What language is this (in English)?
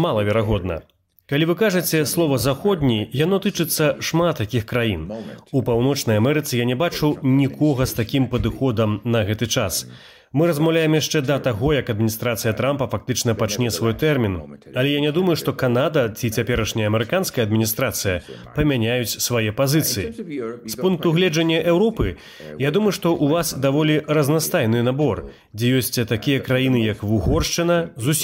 Belarusian